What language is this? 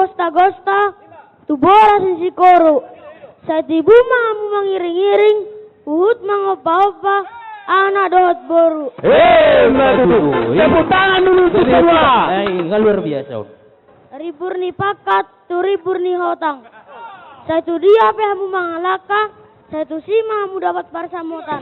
Batak Toba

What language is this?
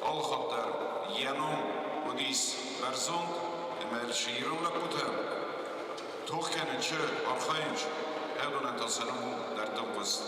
Ossetic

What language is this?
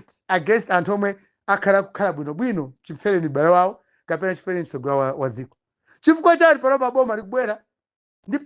Nyanja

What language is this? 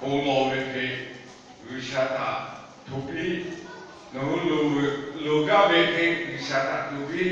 Lahu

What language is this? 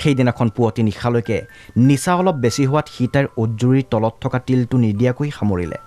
Assamese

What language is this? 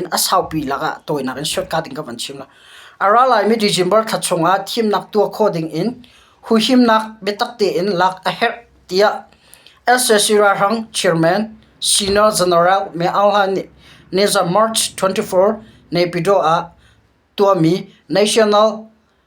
Hakha Chin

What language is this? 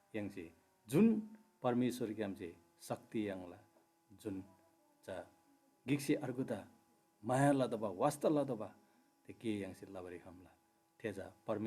Eastern Tamang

